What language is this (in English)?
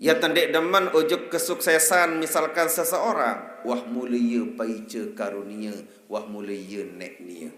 Sasak